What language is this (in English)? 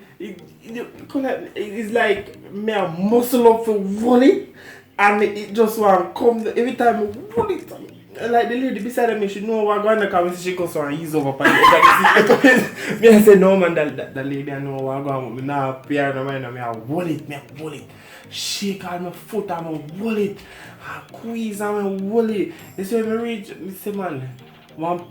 Jamaican Creole English